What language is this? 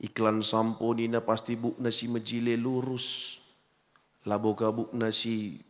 Batak Karo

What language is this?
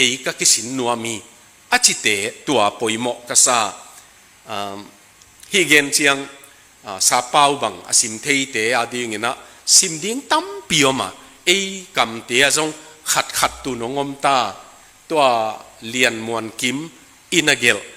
Tedim Chin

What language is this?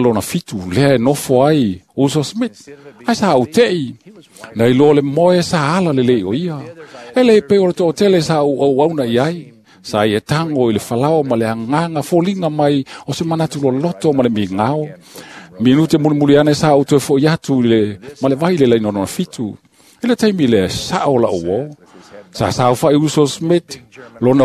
Samoan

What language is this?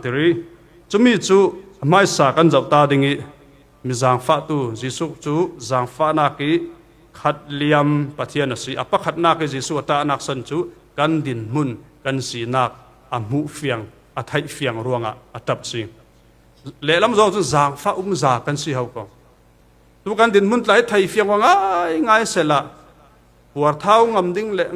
Falam Chin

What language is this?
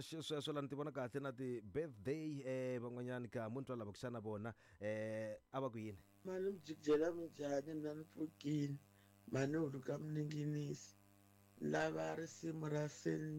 Tsonga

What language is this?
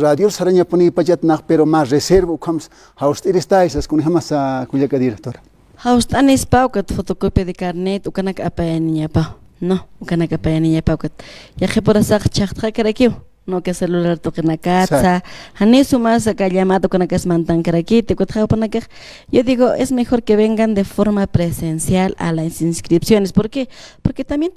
Aymara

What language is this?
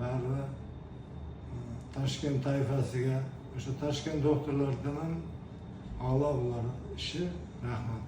Uzbek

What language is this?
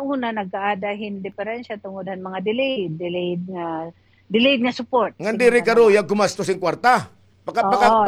Waray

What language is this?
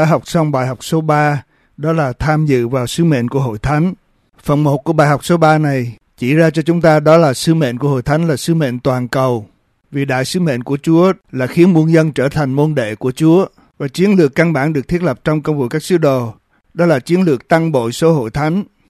Vietnamese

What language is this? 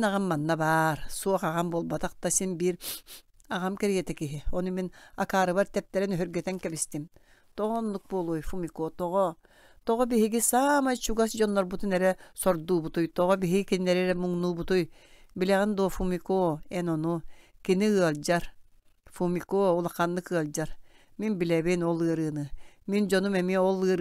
Yakut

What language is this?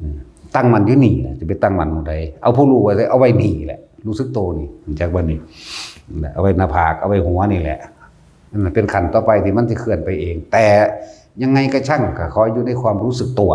Northeastern Thai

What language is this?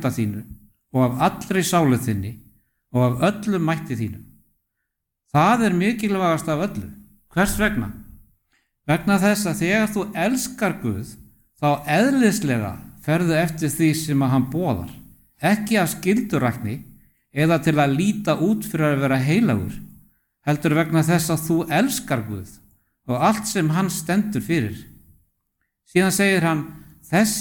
Icelandic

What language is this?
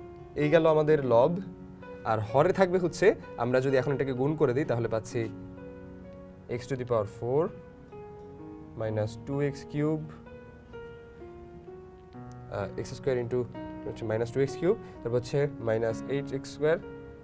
Bangla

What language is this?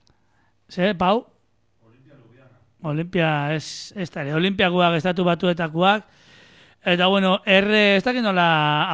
Basque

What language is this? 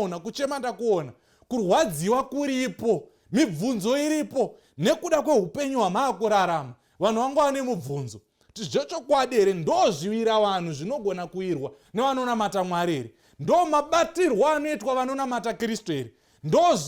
Shona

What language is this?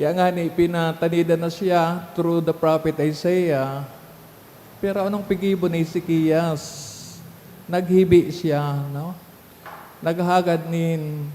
Bikol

